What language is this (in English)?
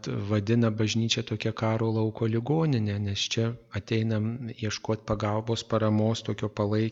Lithuanian